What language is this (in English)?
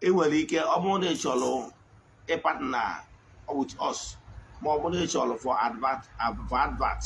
Igbo